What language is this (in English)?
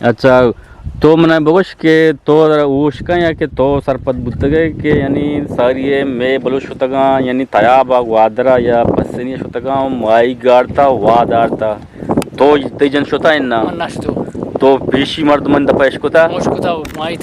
Eastern Balochi